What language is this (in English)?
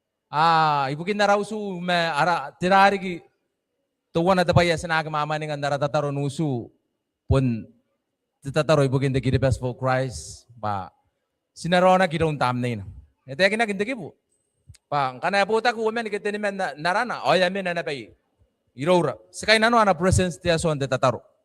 Gilbertese